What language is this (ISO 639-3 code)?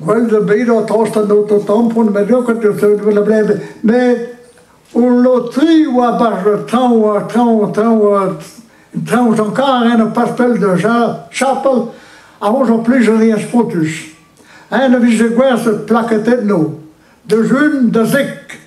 bre